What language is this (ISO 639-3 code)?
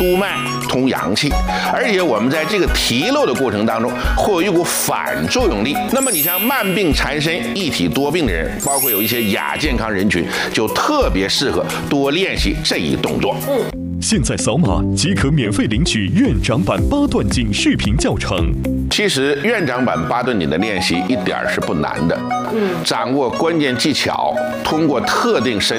zho